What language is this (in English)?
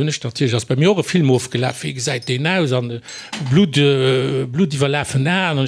Luxembourgish